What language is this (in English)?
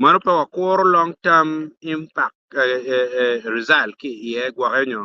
Acoli